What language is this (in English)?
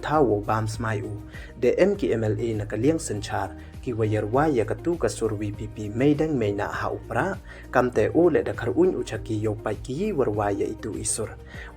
Pnar